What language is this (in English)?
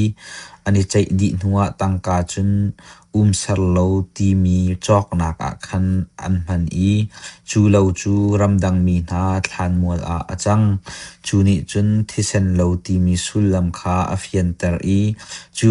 Hakha Chin